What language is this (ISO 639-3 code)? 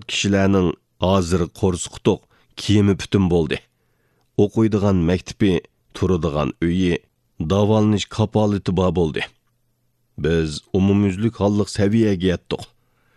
uig